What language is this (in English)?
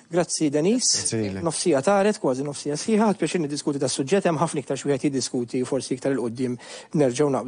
Maltese